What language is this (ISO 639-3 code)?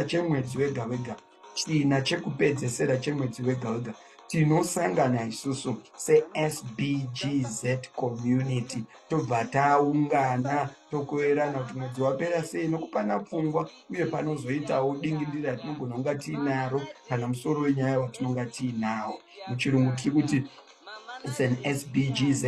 sna